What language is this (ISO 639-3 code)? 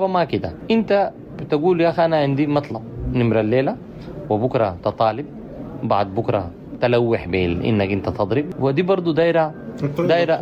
apd